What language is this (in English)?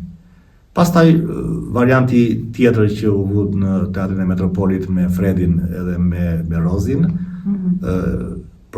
Albanian